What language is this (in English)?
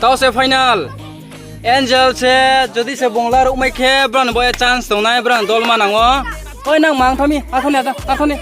Riang (India)